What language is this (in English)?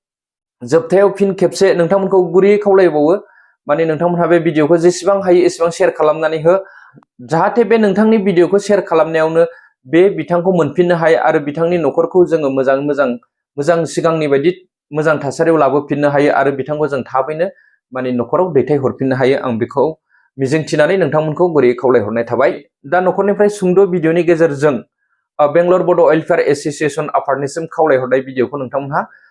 Bodo